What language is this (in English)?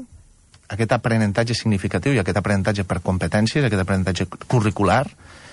Catalan